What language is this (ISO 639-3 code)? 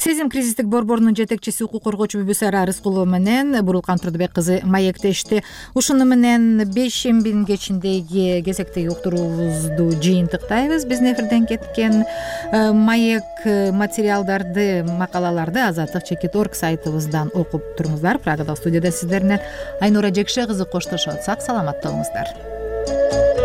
kir